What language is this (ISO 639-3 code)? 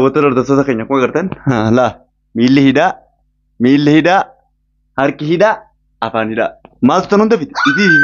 orm